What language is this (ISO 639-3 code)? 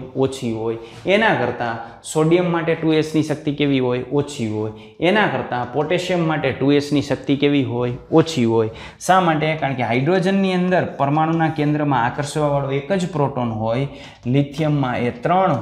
guj